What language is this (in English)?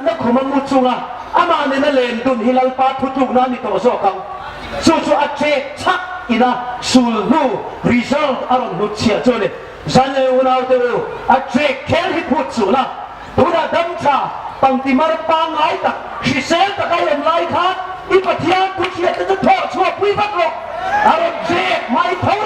Hmar